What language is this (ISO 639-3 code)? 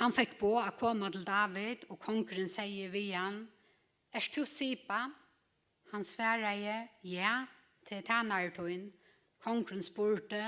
fao